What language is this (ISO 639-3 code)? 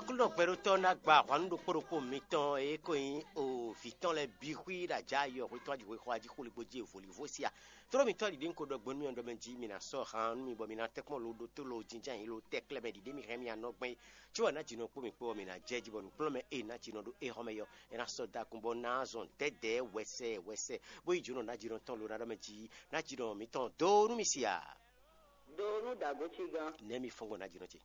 fon